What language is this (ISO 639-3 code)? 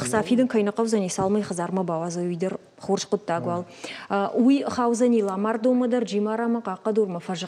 oss